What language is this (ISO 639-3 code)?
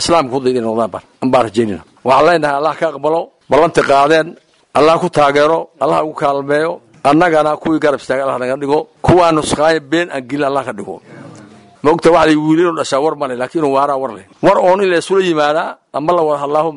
som